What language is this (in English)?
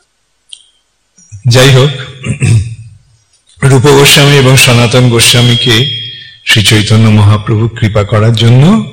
Bangla